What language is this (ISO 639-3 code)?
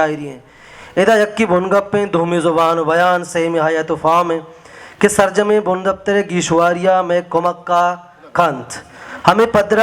bal